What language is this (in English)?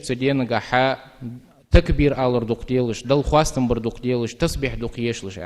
Ingush